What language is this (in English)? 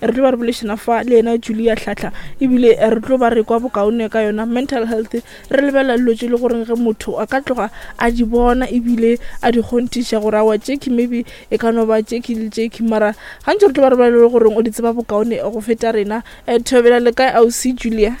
Northern Sotho